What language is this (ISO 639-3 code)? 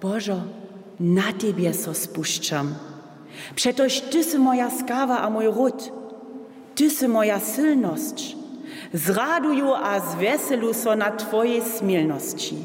hsb